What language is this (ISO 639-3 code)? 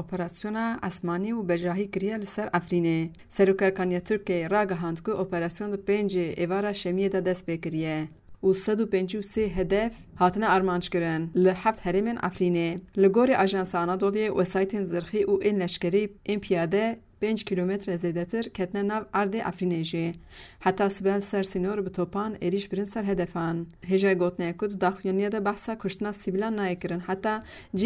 kur